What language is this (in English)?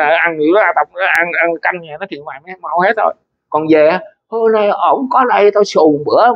Vietnamese